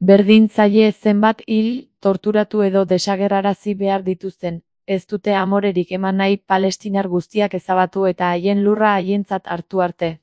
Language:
Basque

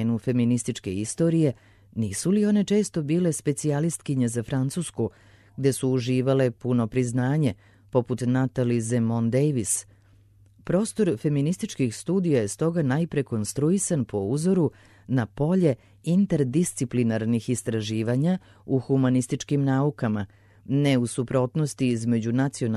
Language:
Serbian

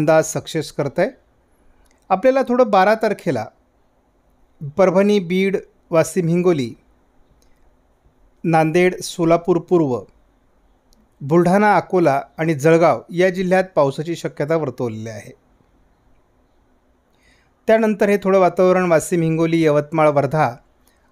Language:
Marathi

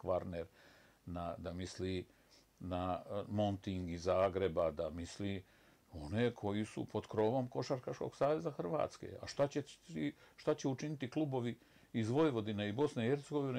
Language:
Bosnian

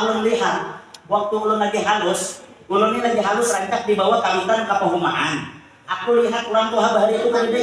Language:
Banjar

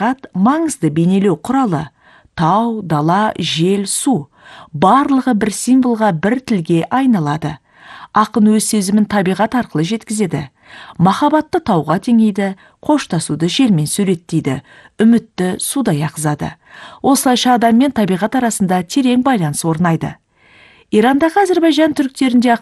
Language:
Kazakh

